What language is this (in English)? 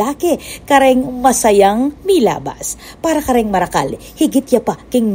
Pampanga